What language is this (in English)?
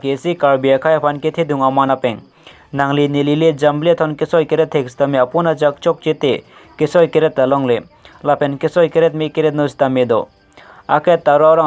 Karbi